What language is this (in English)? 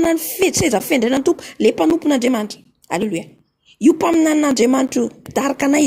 Malagasy